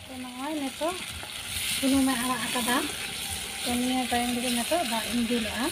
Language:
Santali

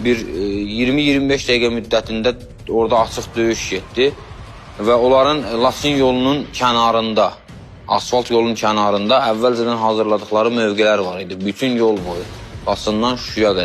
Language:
Azerbaijani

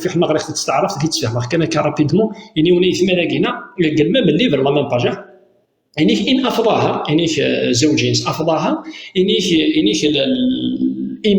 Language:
Kabyle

